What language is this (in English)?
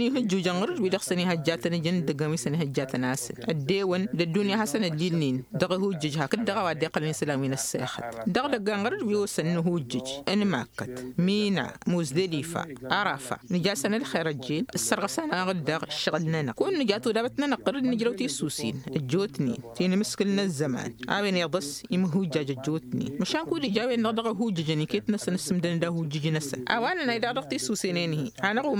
Tamasheq